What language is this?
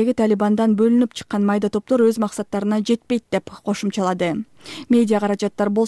Kyrgyz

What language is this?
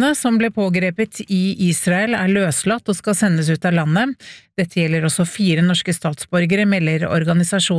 Norwegian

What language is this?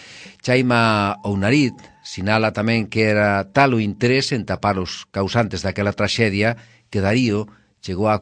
Galician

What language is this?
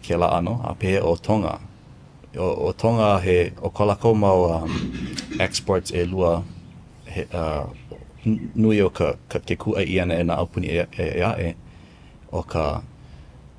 Hawaiian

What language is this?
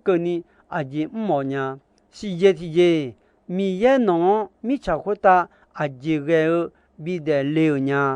Akha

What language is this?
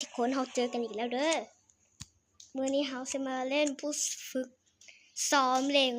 Lao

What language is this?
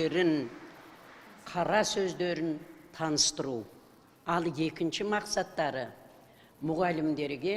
Kazakh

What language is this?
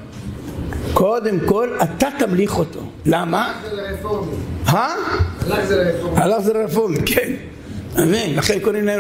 Hebrew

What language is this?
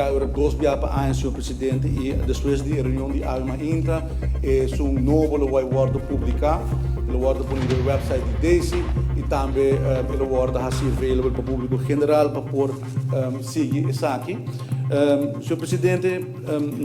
Papiamento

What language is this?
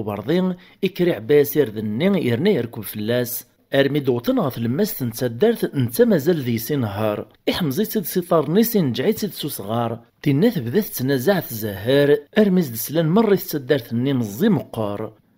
Kabyle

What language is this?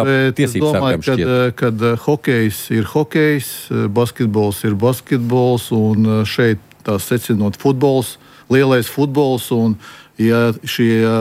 Latvian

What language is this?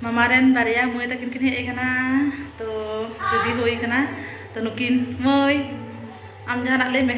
Santali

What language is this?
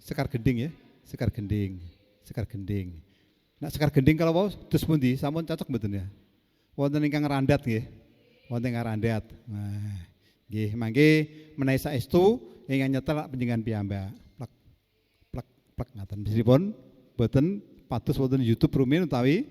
Javanese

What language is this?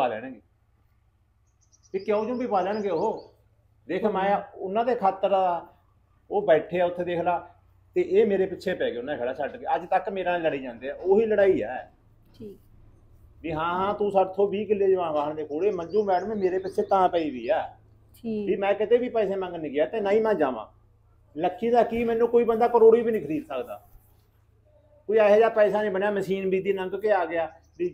Punjabi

